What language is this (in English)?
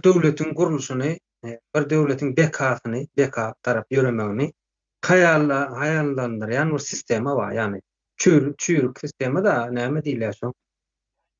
Turkmen